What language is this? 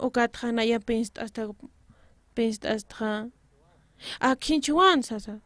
Aymara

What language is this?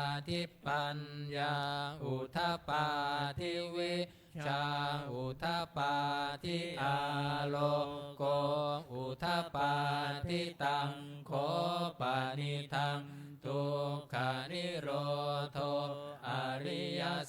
Pali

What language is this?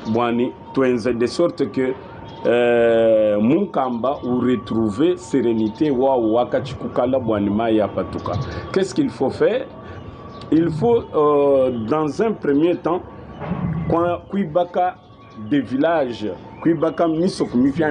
Luba-Lulua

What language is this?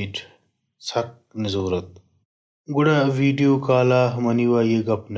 Baluchi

